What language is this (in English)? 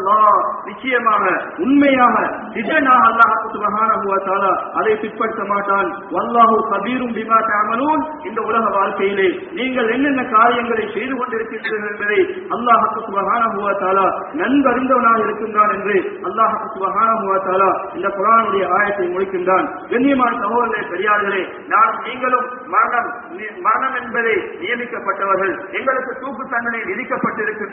Tamil